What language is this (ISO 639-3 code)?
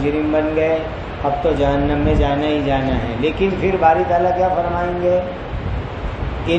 urd